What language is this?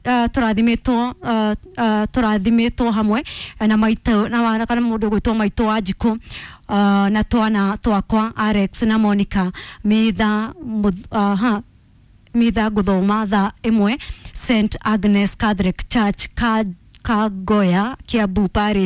Kikuyu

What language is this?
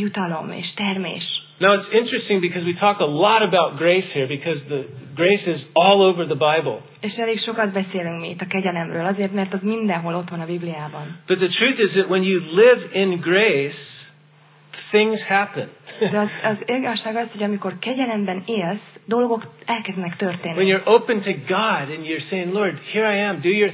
Hungarian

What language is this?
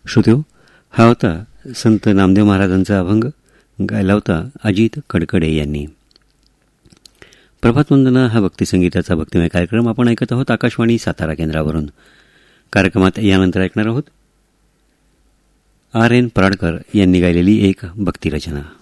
Marathi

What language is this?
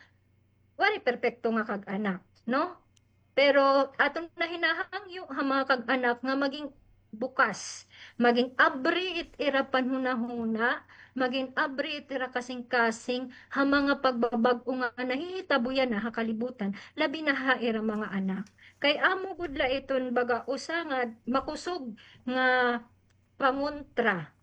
Waray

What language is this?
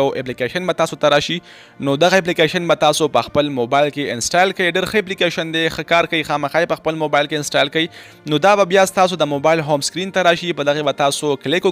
Pashto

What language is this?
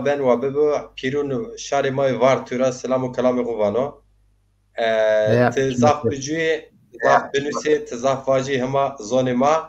Zaza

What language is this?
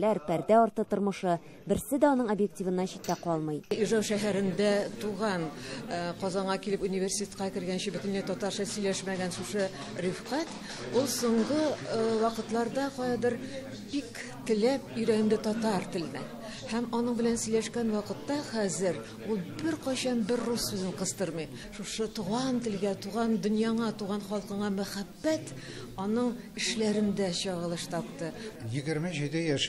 Tatar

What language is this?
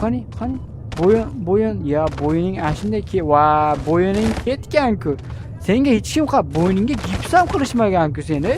Uzbek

